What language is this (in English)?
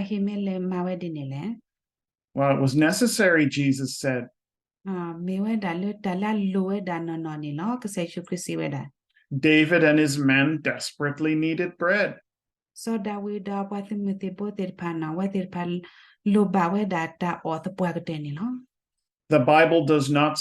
S'gaw Karen